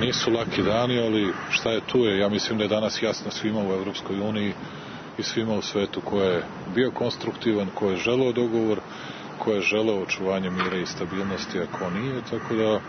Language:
Serbian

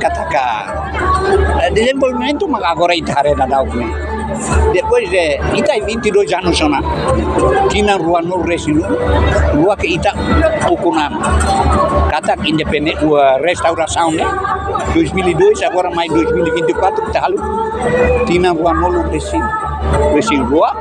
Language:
Tetum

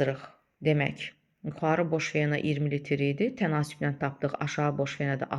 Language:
Azerbaijani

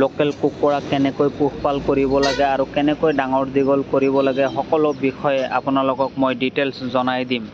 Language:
Assamese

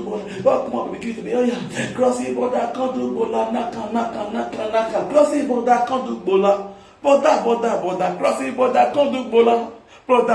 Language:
Nigerian Pidgin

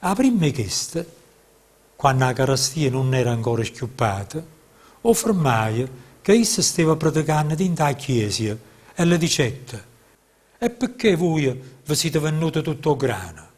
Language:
Neapolitan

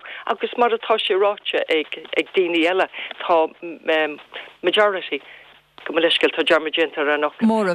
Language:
Irish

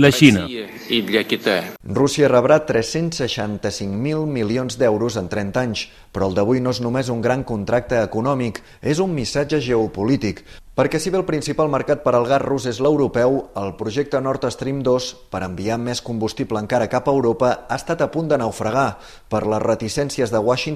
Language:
Catalan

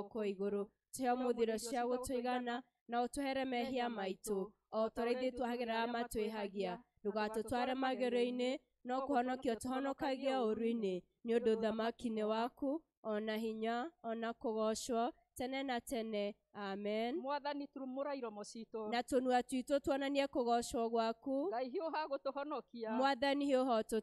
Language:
Kikuyu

